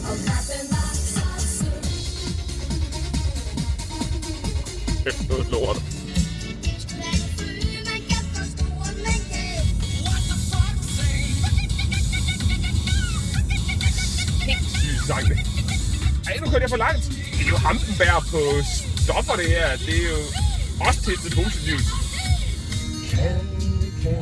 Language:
Danish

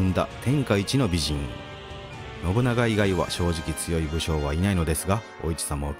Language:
Japanese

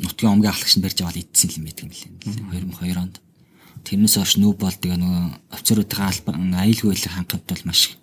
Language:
Mongolian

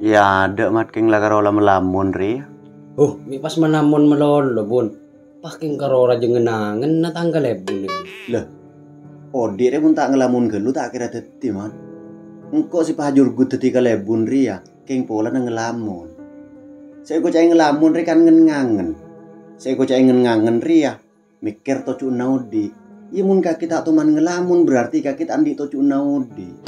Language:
Madurese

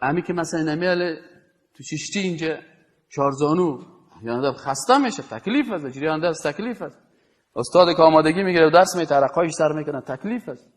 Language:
Persian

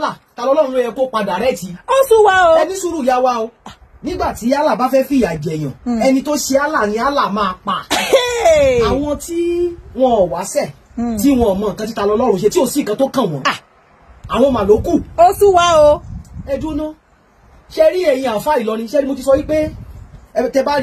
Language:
Yoruba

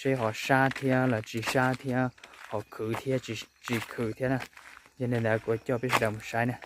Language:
Hmong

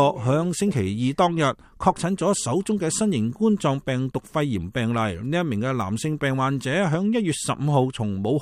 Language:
Cantonese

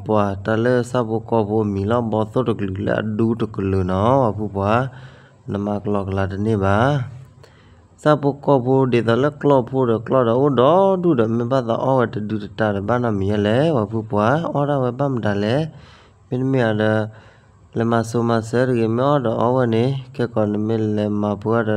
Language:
S'gaw Karen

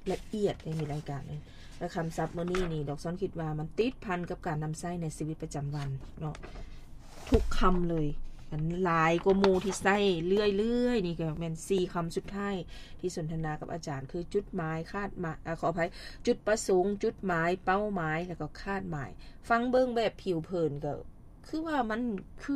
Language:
Lao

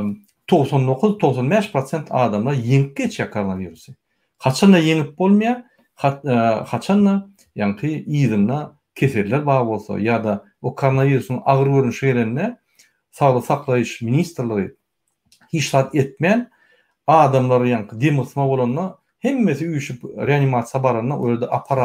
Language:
Turkmen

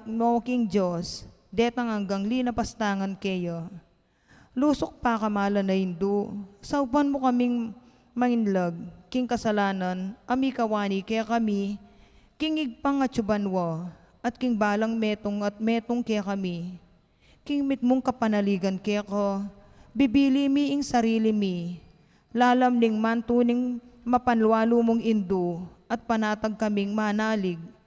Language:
Pampanga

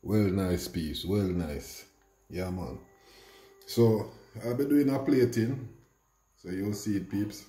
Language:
Jamaican Creole English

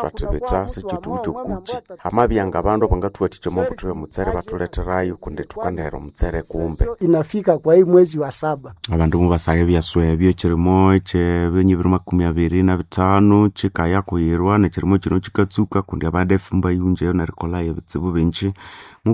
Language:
Nande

